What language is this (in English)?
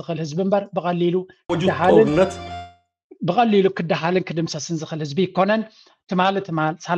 Tigrinya